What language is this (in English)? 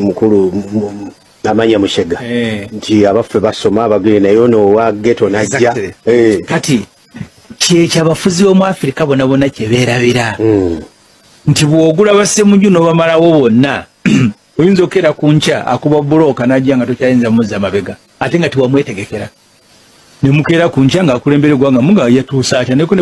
Ganda